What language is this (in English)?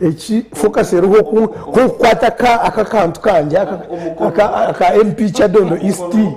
Nyankole